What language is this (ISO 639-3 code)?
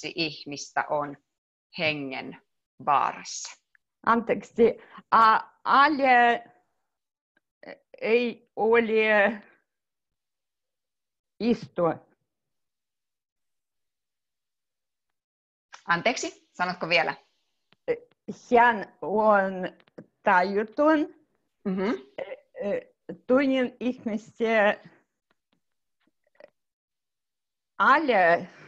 fin